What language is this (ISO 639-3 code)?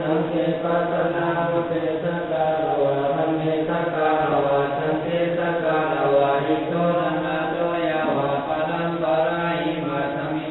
pli